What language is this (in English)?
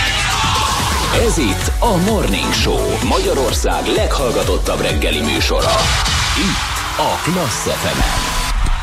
Hungarian